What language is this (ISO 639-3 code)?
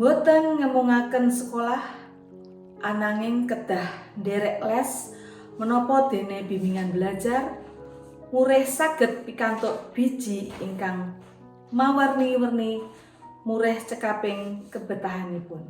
jav